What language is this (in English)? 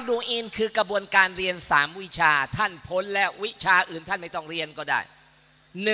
Thai